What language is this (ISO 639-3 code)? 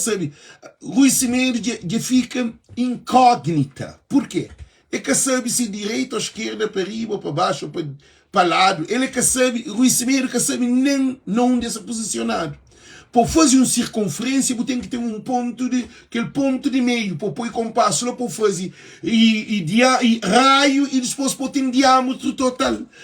kea